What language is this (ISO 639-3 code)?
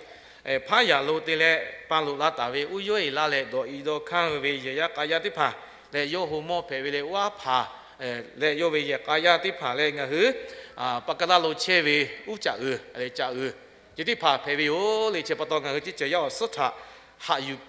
lhu